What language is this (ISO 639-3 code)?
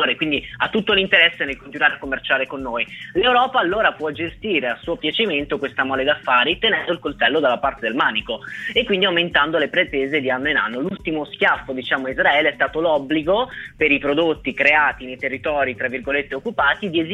ita